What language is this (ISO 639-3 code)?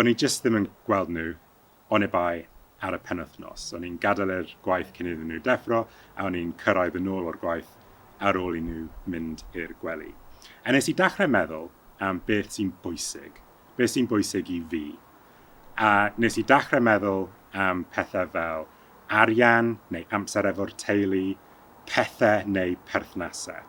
cym